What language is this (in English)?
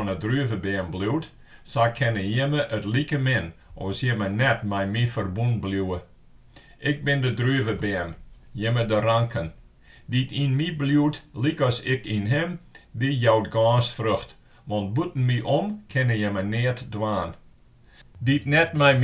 Western Frisian